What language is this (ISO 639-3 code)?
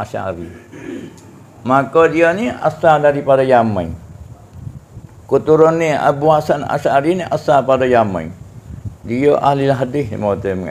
msa